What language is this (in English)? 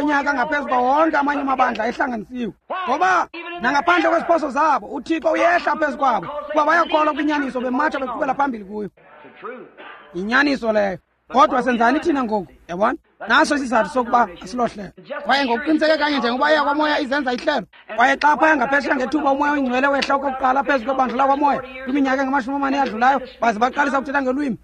Xhosa